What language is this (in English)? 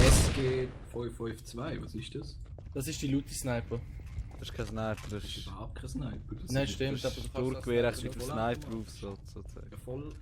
Swiss German